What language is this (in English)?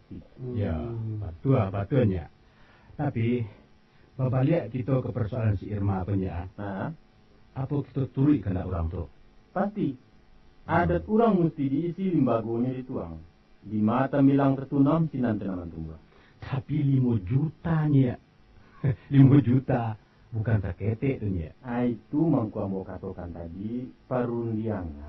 Minangkabau